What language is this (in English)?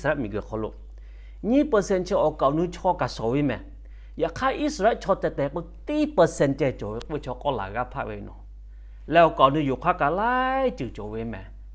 Lahu